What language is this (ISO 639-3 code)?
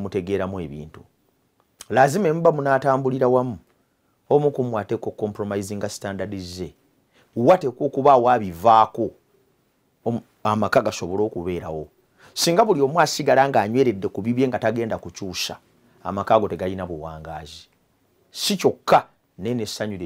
lug